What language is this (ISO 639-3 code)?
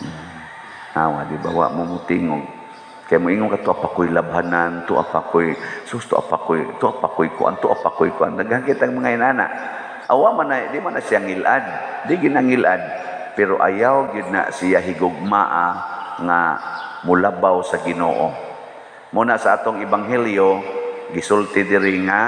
ceb